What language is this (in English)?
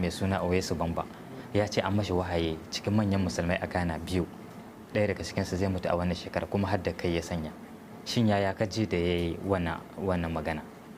Hausa